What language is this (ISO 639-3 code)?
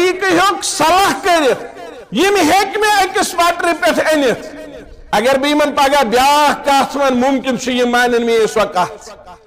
kas